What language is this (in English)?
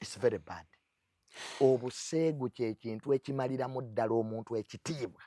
Ganda